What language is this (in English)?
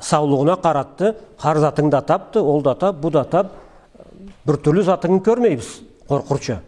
Karachay-Balkar